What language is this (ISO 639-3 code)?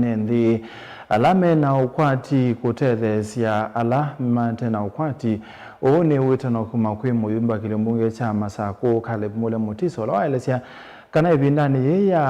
kam